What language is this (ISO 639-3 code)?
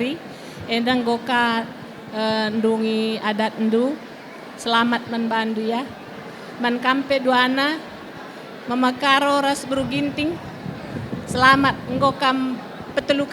btx